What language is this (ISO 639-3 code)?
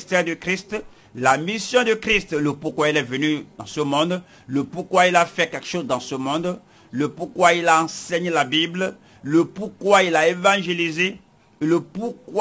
fra